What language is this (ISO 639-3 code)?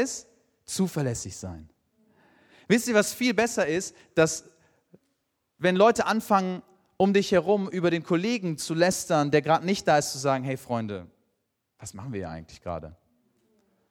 deu